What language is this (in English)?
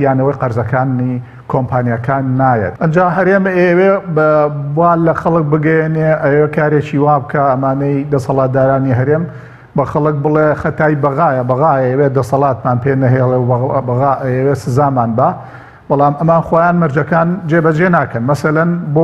Central Kurdish